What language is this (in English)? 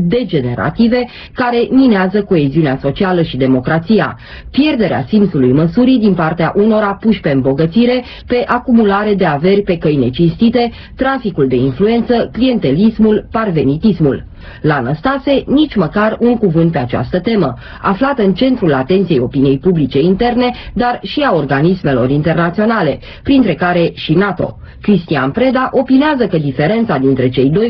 Romanian